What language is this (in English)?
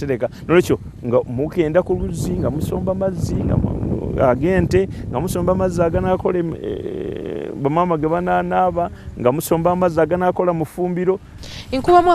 Ganda